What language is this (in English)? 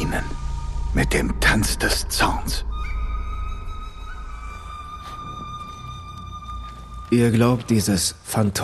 German